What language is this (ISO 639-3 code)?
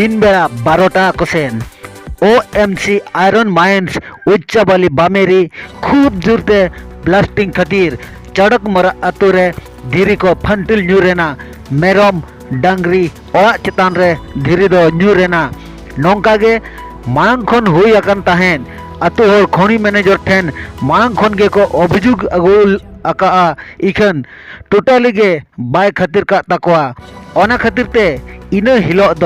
sat